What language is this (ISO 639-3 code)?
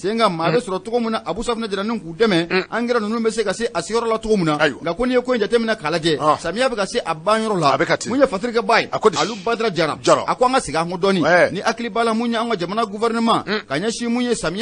bam